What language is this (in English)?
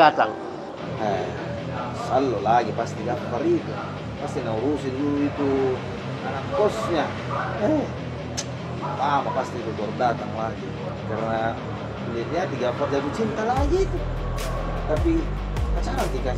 Makassar Malay